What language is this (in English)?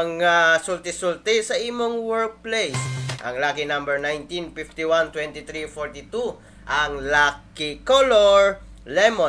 Cebuano